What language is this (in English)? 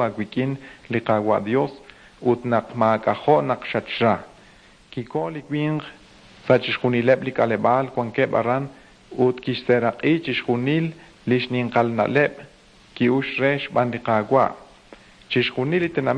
Kekchí